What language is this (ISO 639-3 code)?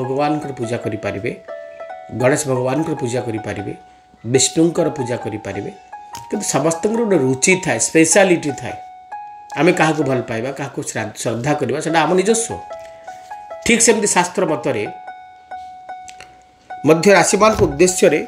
ori